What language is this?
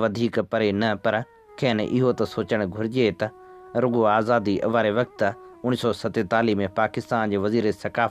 Sindhi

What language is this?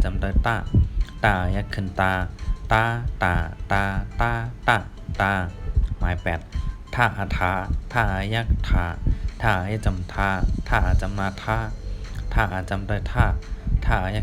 Shan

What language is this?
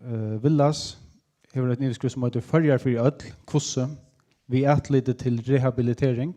Faroese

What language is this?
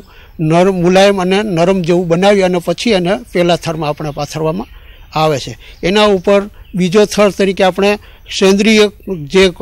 Gujarati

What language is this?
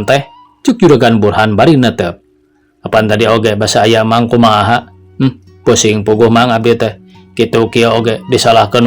Sundanese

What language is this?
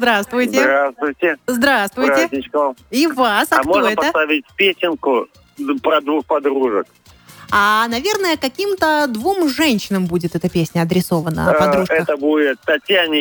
Russian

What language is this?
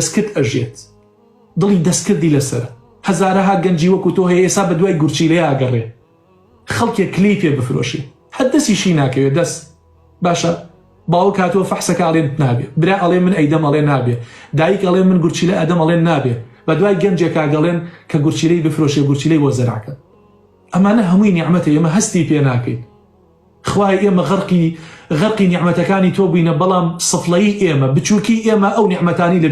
Central Kurdish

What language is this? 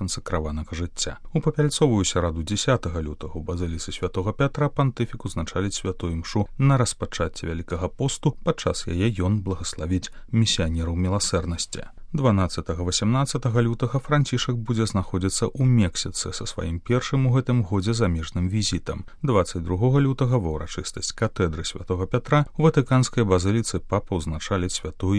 Belarusian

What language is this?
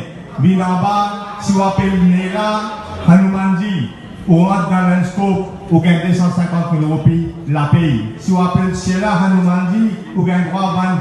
Morisyen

